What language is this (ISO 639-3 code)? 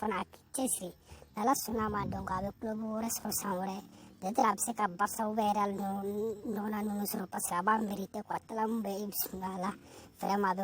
bam